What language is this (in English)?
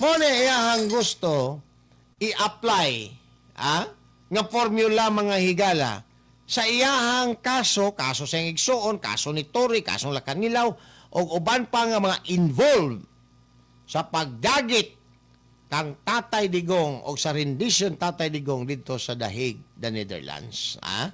Cebuano